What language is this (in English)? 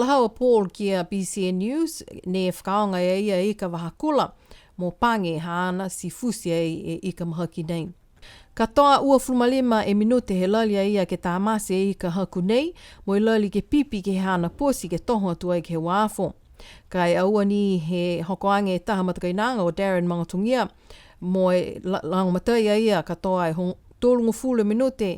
Niuean